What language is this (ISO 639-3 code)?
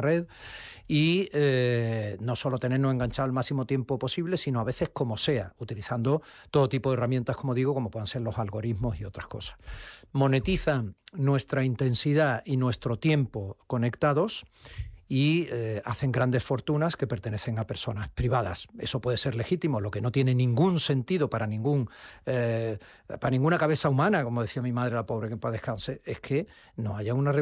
spa